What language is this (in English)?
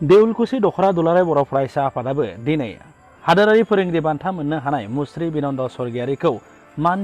Bodo